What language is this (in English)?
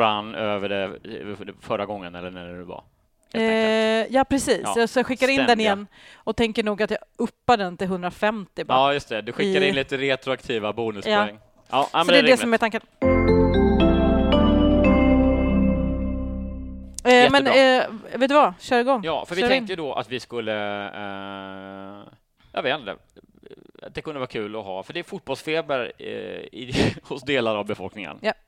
Swedish